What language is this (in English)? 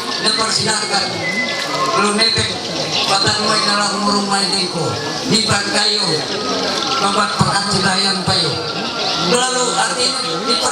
Ma'anyan